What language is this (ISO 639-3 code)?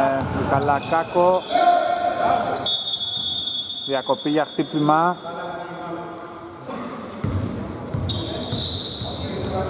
ell